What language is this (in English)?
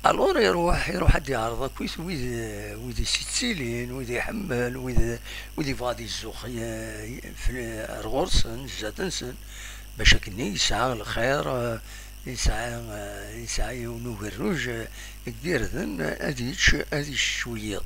Kabyle